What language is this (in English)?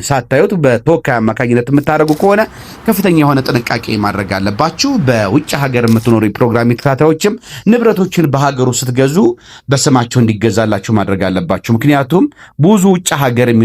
Amharic